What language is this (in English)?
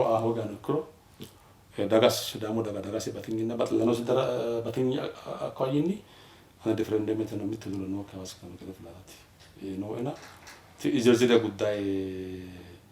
Sidamo